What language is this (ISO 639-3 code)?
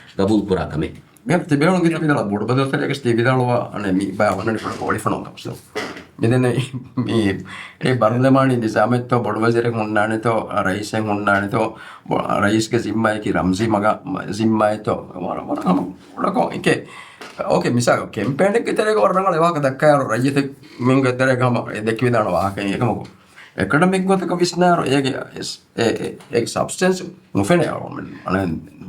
div